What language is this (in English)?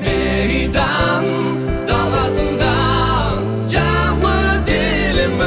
Crimean Tatar